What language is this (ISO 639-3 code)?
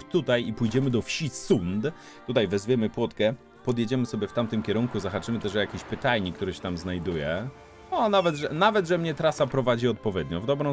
pol